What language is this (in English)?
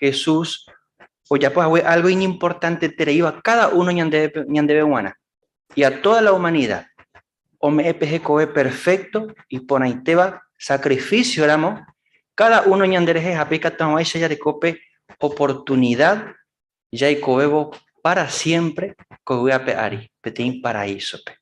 Guarani